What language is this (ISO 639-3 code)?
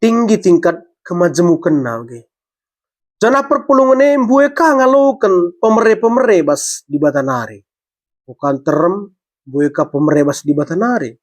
btx